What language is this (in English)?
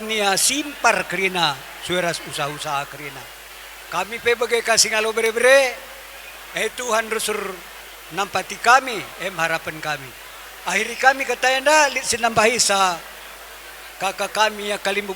Batak Karo